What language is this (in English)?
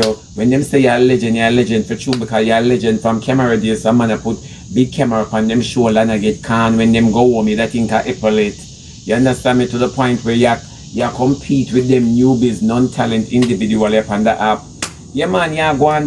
Jamaican Creole English